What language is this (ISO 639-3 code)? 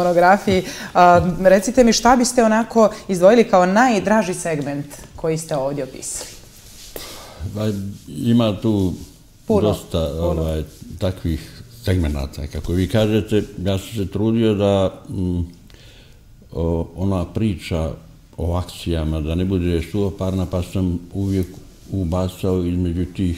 bos